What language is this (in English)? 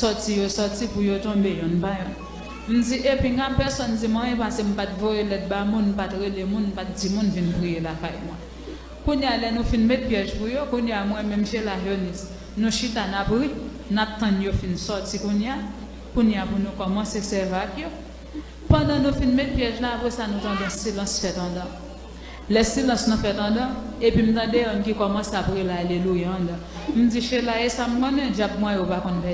Haitian Creole